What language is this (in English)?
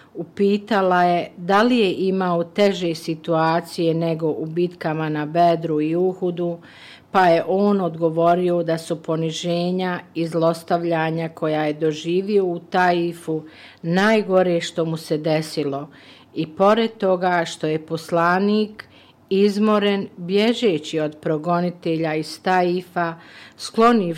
Bosnian